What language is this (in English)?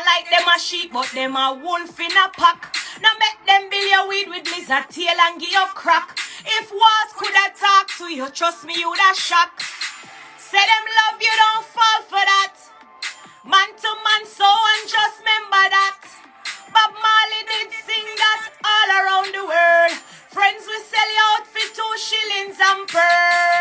Jamaican Creole English